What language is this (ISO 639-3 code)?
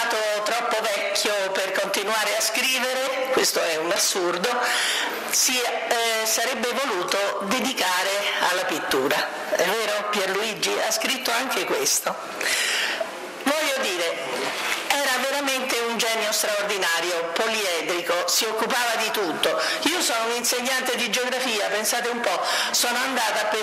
ita